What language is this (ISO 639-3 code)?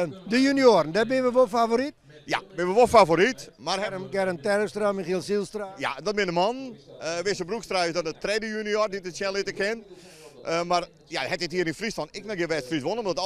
fry